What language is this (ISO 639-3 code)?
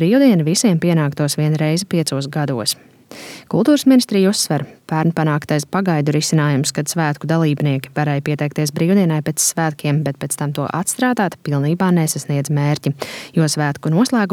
lav